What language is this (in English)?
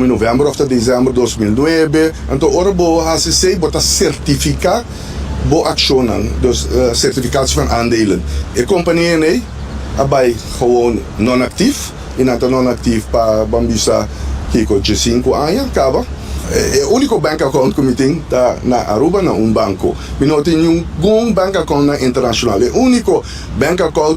Papiamento